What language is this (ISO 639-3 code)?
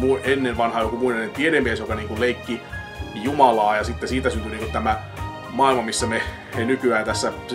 fin